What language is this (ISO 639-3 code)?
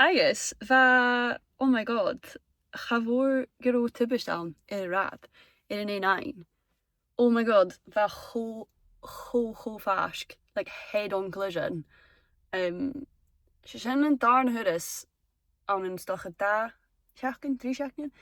gla